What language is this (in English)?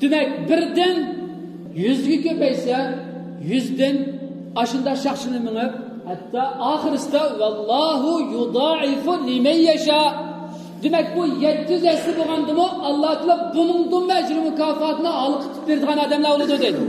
Uyghur